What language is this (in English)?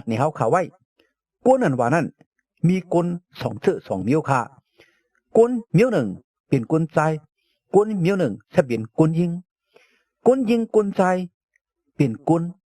Shan